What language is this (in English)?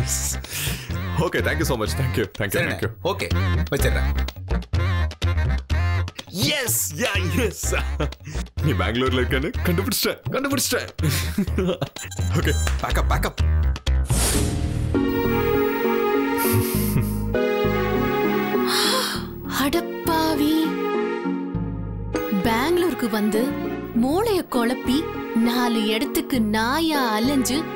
Tamil